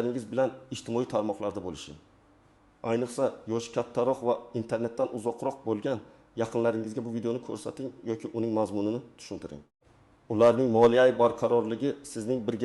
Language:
Uzbek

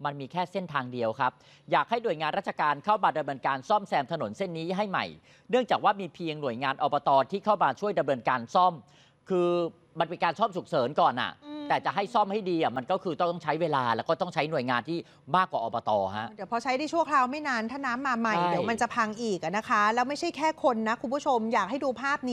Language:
Thai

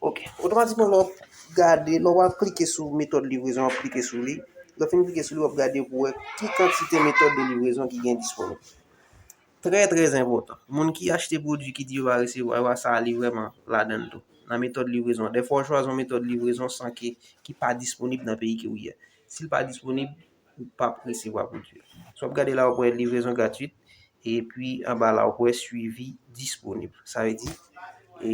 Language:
Haitian Creole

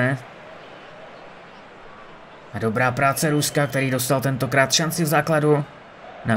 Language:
Czech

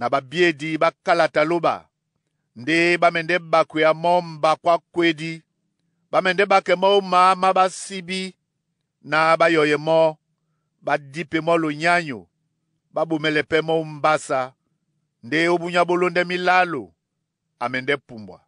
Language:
Duala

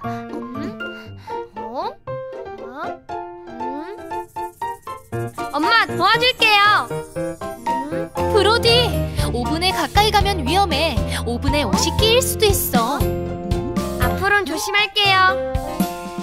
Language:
Korean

